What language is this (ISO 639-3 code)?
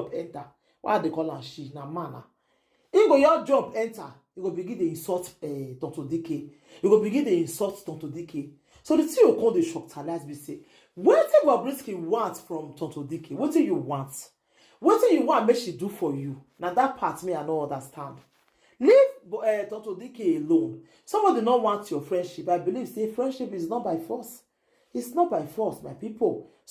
pcm